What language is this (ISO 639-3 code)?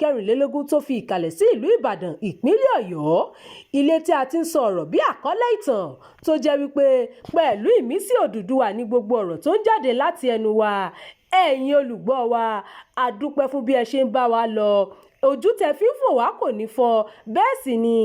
yor